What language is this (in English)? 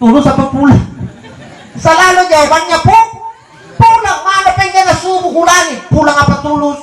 Makasar